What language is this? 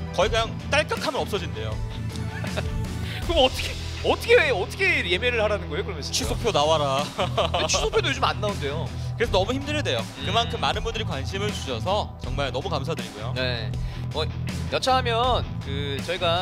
Korean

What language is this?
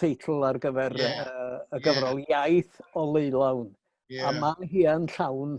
Welsh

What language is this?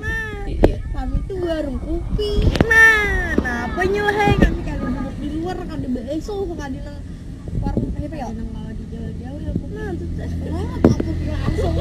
Banjar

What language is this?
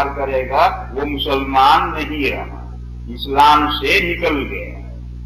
Urdu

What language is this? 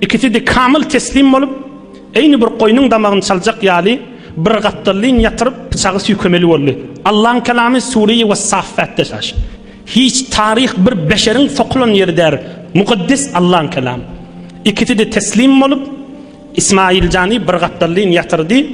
Turkmen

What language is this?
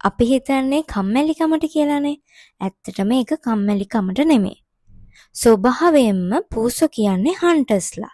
Sinhala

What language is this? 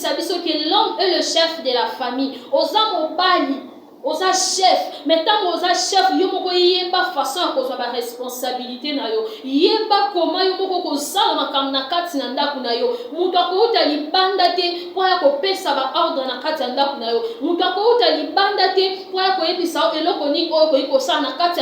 Lingala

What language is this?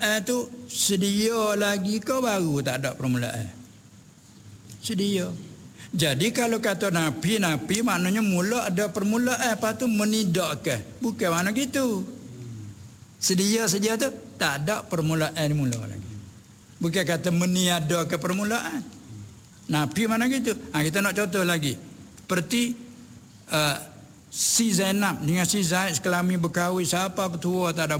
Malay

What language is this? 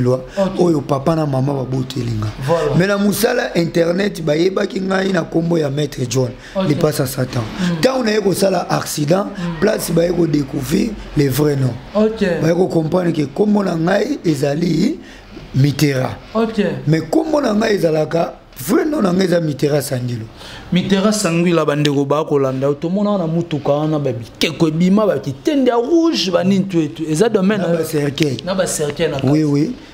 Lingala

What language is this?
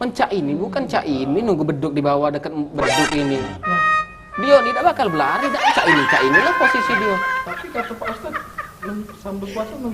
Musi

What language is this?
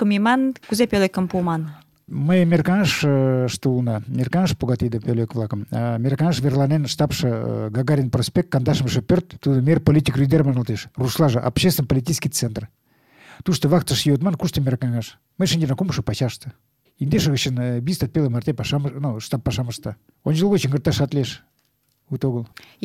Mari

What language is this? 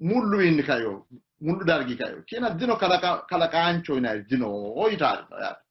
Sidamo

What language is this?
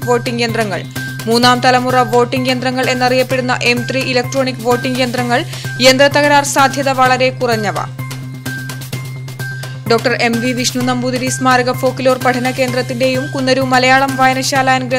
Malayalam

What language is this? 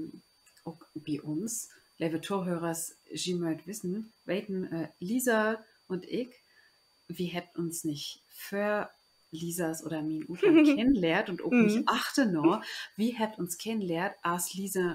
Low German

